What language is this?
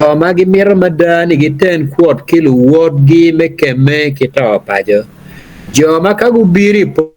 Acoli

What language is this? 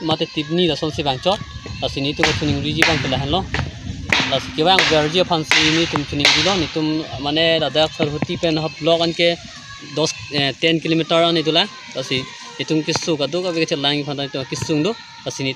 Karbi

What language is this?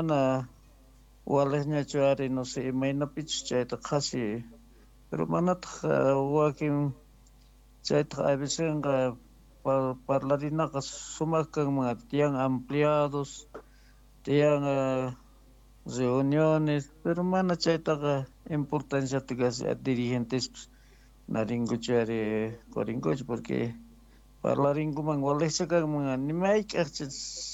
South Bolivian Quechua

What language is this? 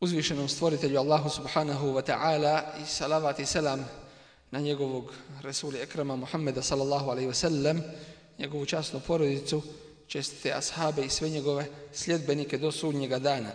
Bosnian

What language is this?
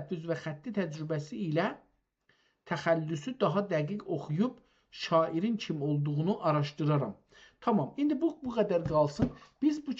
South Azerbaijani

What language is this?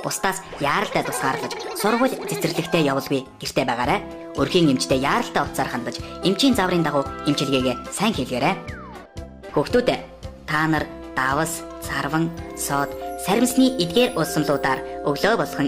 Mongolian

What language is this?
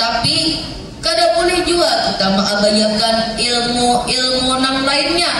Banjar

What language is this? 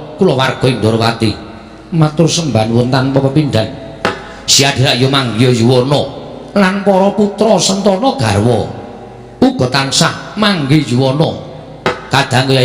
Javanese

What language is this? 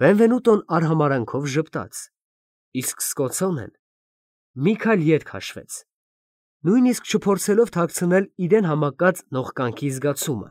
Armenian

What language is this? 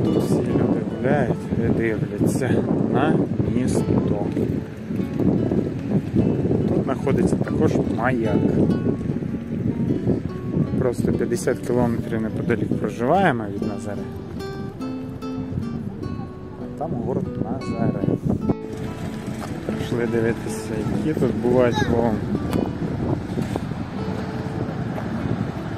Ukrainian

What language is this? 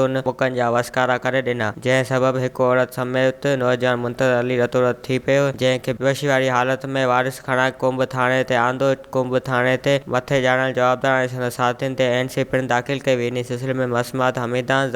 Sindhi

